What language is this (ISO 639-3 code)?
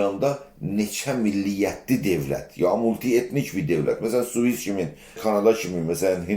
azb